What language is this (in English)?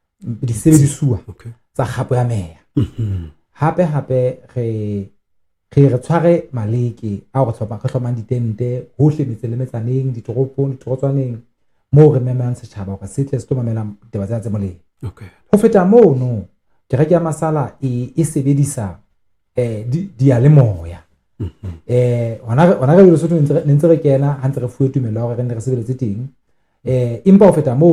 Southern Sotho